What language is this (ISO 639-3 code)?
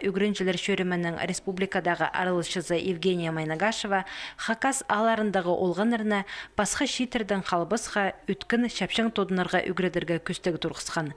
kjh